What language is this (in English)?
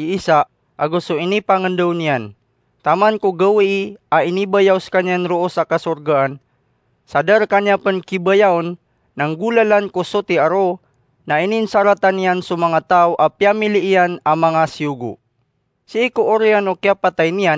Maranao